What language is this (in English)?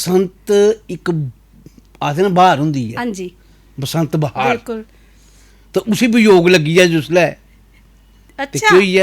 Dogri